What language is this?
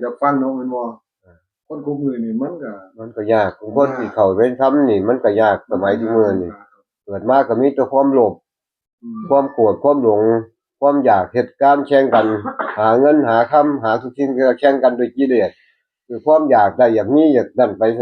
Northeastern Thai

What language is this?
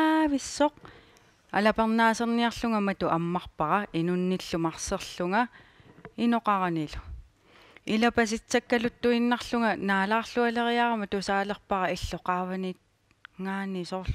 Kalaallisut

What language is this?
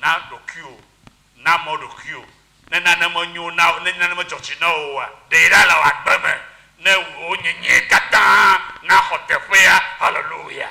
Ewe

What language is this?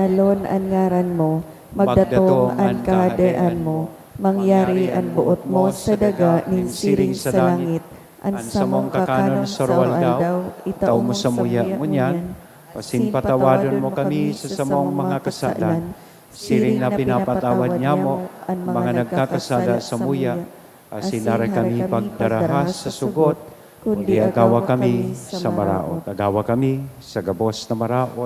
Bikol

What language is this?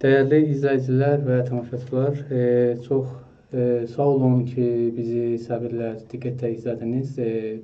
South Azerbaijani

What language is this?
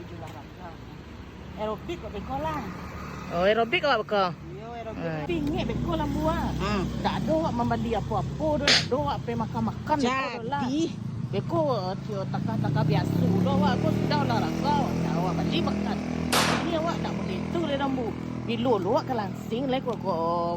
Minangkabau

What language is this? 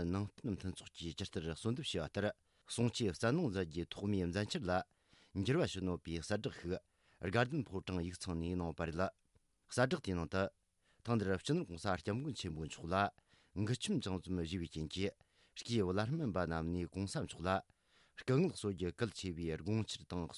Tibetan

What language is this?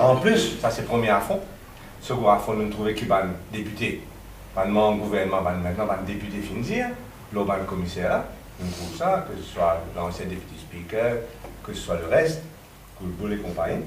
Morisyen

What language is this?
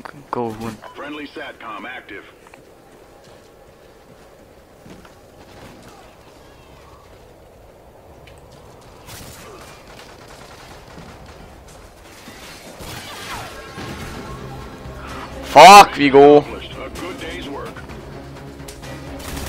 Danish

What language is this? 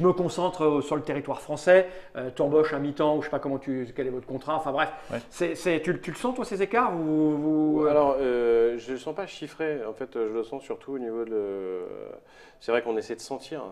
French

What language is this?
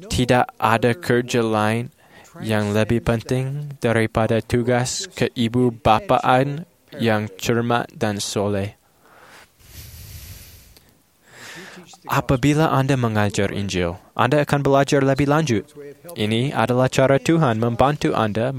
Malay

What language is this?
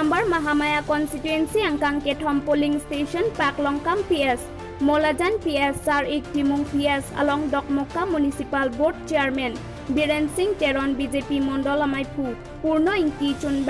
Karbi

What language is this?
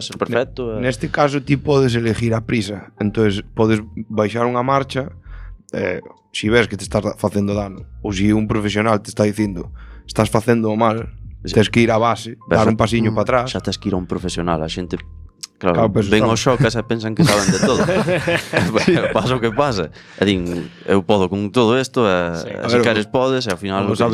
Galician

